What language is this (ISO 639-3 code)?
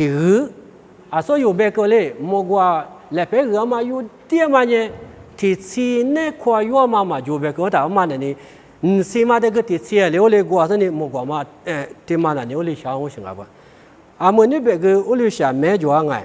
lis